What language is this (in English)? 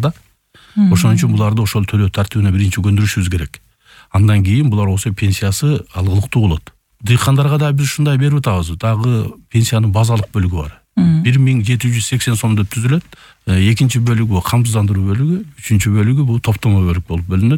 Kyrgyz